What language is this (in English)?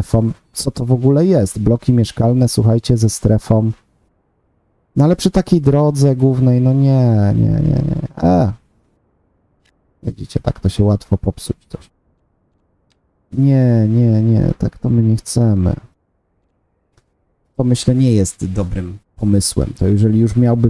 Polish